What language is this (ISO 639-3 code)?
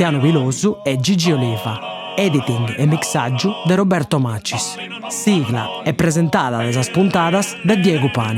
srd